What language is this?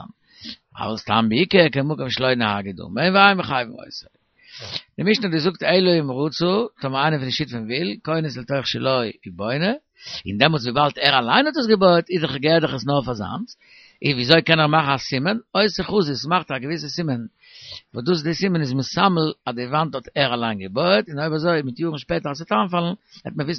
Yiddish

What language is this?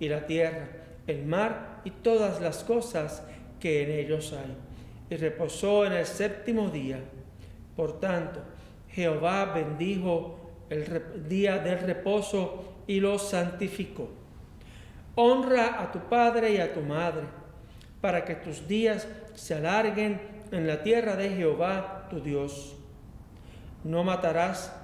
Spanish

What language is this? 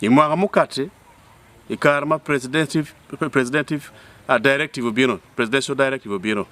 Acoli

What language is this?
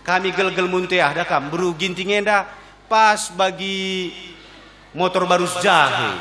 Batak Karo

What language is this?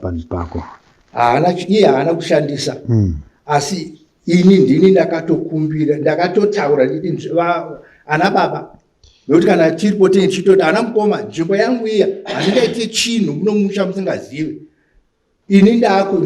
Shona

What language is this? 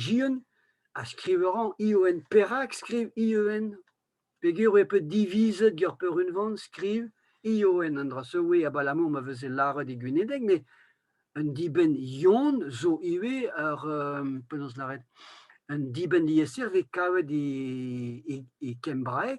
Breton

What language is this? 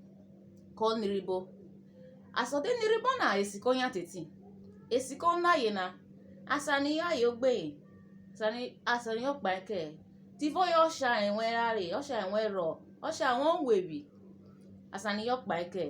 Urhobo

